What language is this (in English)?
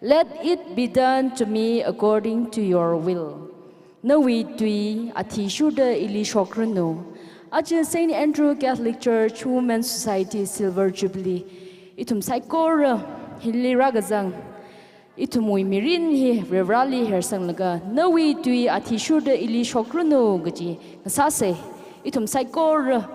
Tangkhul Naga (India)